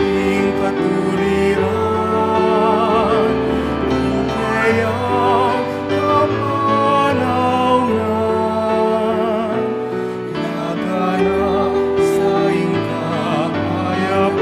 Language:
Pampanga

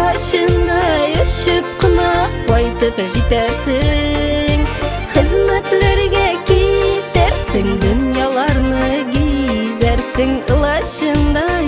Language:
Bashkir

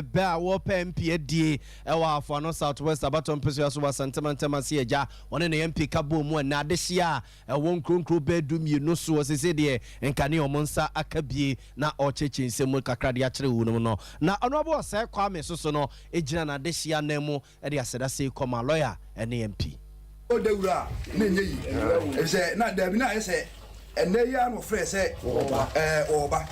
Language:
Akan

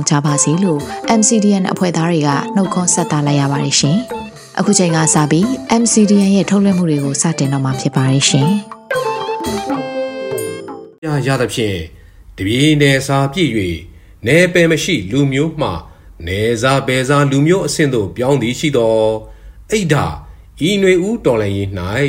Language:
Burmese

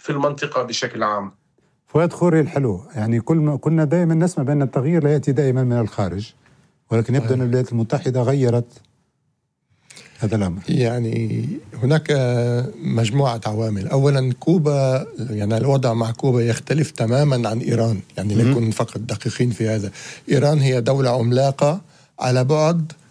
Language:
Arabic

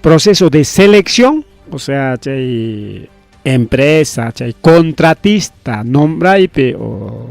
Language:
Ayacucho Quechua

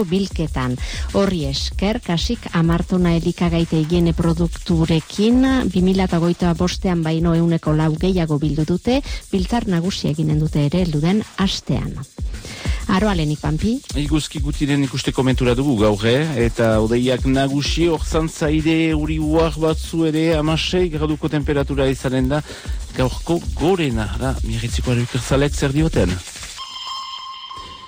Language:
Basque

